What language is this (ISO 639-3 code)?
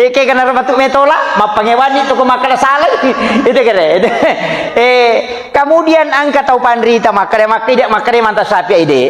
bug